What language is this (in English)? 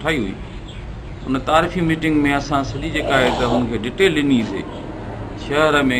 Sindhi